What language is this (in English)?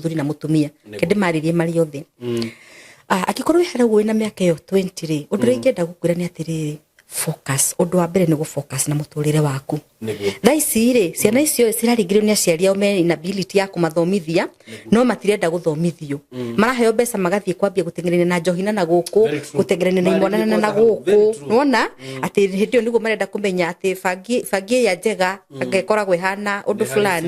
Kikuyu